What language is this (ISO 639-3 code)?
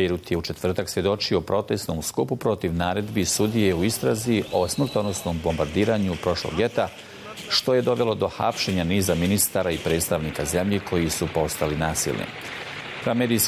bos